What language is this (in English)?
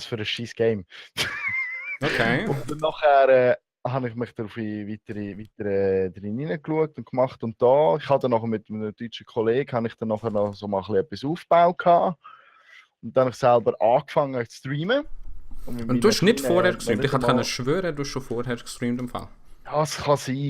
Swiss German